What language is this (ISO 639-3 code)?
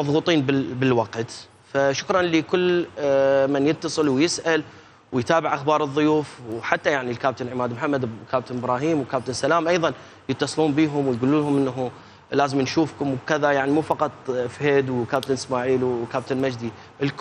acm